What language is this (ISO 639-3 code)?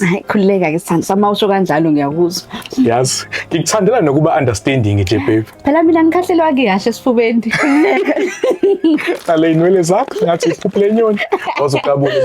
zul